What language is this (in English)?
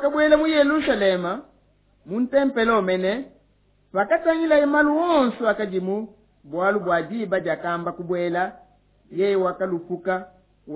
Luba-Lulua